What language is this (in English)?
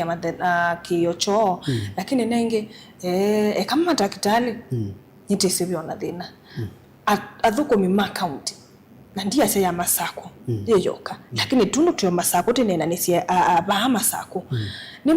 Kamba